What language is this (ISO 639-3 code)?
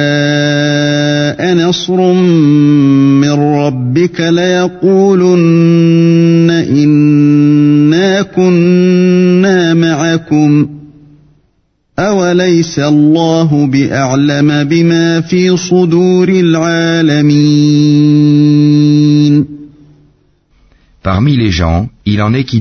fra